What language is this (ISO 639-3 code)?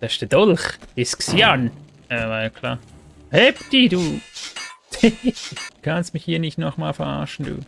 gsw